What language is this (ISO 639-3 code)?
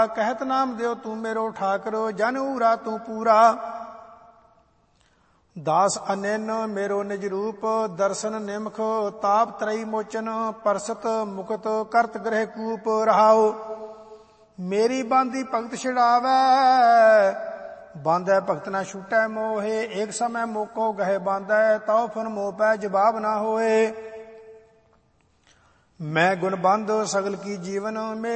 pan